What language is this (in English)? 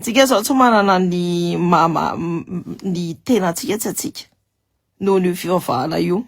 Malagasy